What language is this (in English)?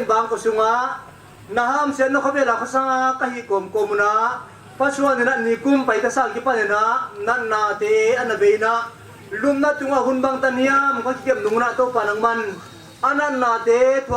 Tedim Chin